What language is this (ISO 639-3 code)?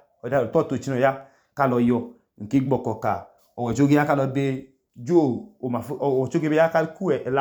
idu